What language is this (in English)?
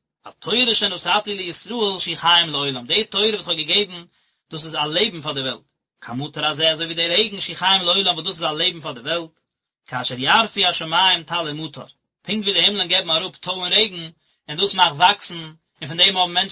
Yiddish